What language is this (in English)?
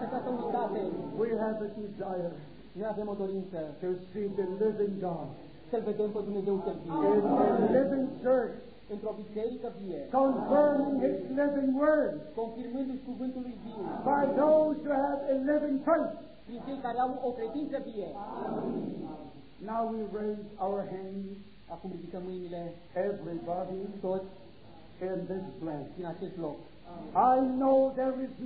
Romanian